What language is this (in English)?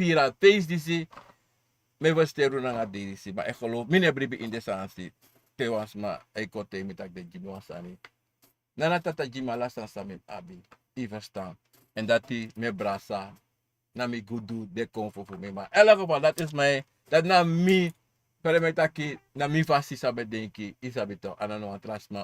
Sranan Tongo